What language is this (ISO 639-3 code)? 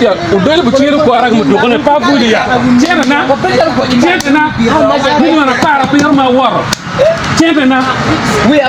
ach